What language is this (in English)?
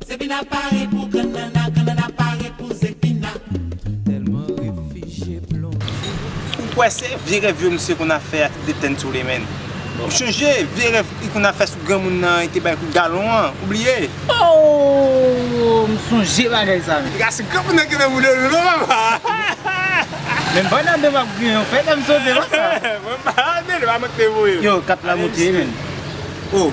Haitian Creole